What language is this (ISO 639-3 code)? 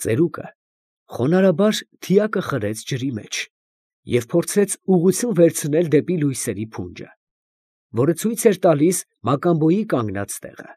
hye